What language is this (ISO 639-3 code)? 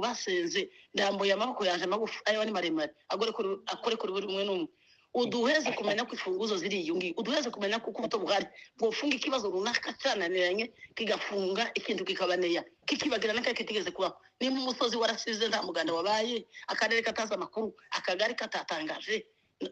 kin